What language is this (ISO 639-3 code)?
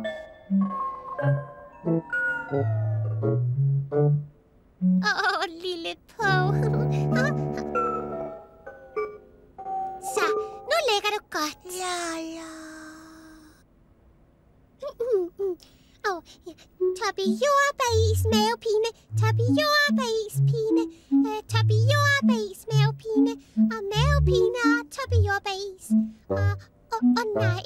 dan